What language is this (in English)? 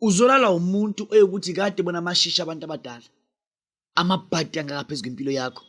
Zulu